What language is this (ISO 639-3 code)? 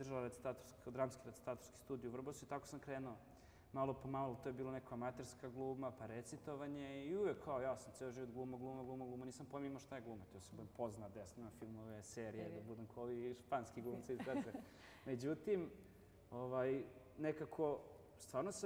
srp